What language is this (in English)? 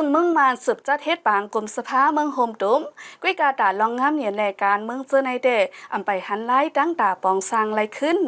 Shan